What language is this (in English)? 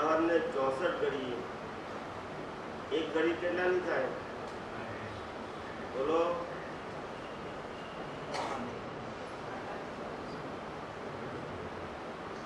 Gujarati